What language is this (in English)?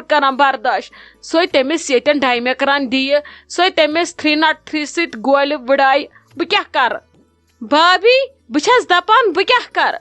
Kashmiri